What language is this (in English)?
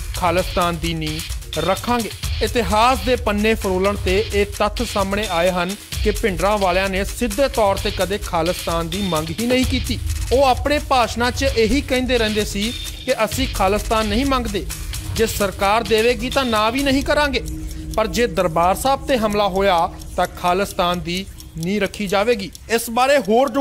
Punjabi